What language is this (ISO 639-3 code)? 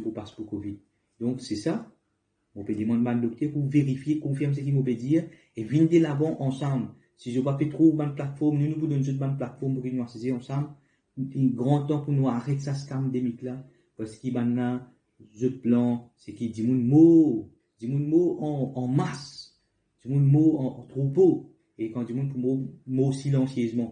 mfe